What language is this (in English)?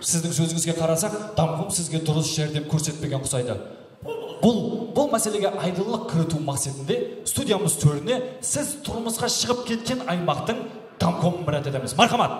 Kara-Kalpak